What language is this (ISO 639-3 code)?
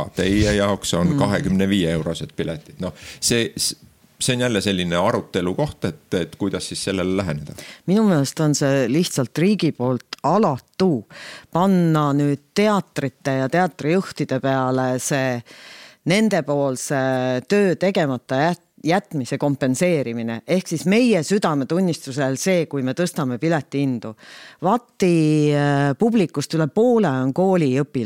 est